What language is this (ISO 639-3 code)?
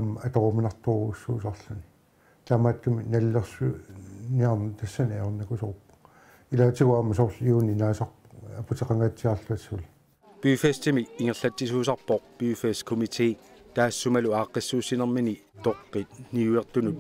kal